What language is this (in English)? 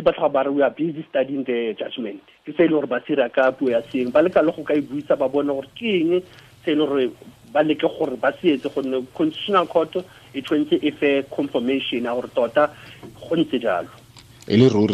Tswana